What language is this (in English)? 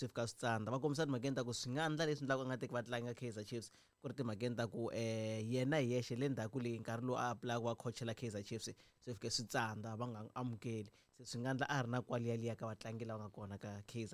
Tsonga